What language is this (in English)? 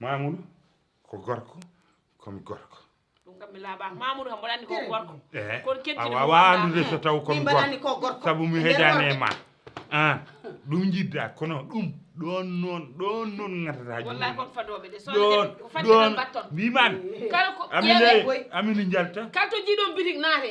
Fula